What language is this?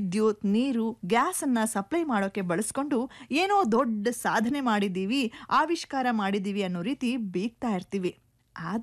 Kannada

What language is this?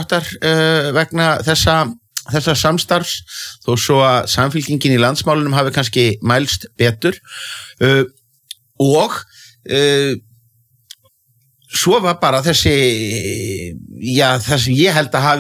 Icelandic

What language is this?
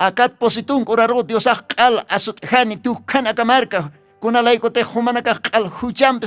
Aymara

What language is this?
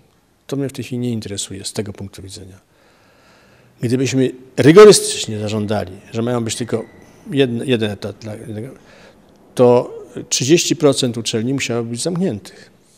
Polish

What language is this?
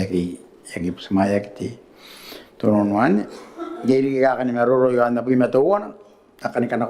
Gilbertese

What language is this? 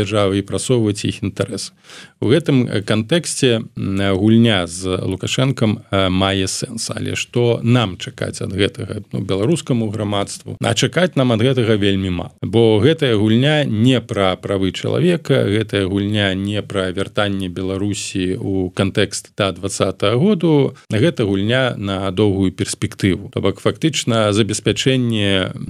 Belarusian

